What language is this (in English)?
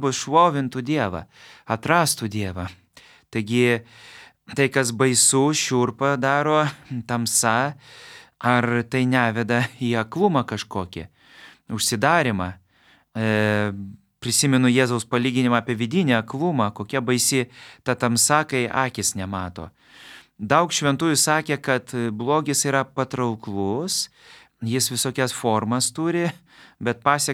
Lithuanian